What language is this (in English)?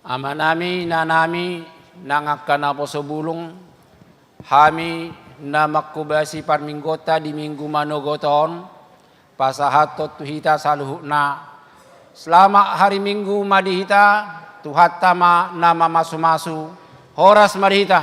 Batak Toba